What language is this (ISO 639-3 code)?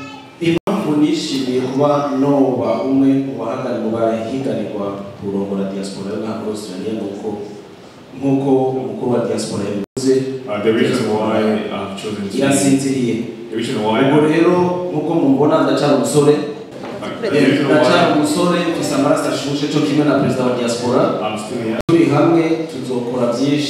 run